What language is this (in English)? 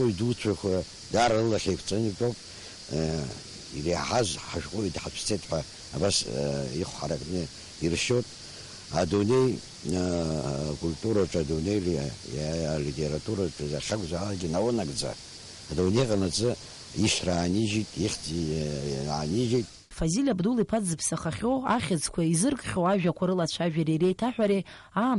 Abkhazian